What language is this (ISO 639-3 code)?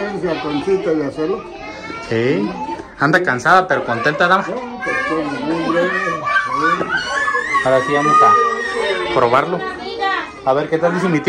spa